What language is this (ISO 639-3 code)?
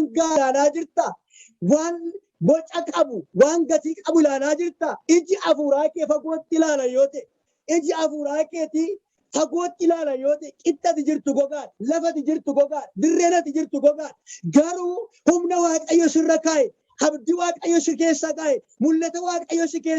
orm